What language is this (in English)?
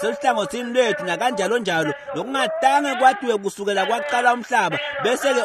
Swati